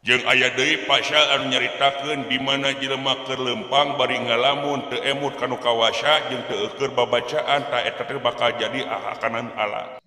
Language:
Sundanese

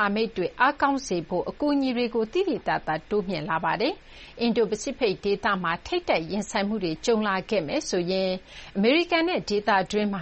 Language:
Burmese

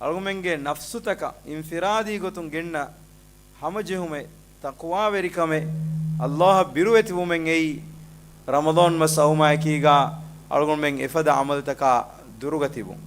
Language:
Divehi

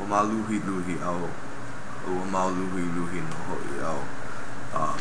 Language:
Hawaiian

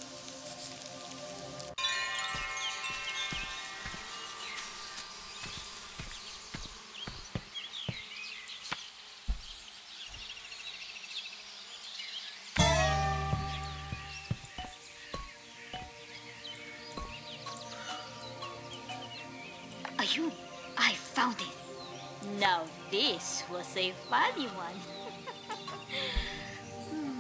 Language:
Croatian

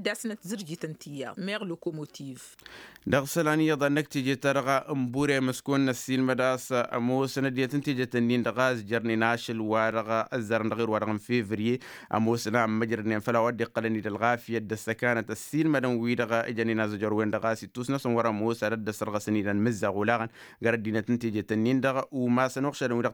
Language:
Tamasheq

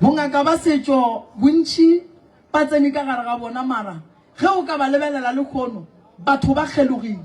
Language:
Northern Sotho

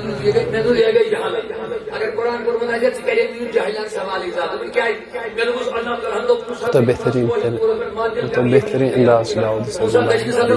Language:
Kashmiri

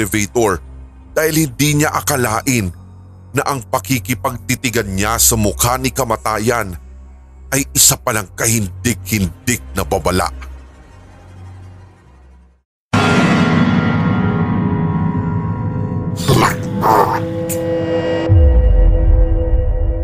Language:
Filipino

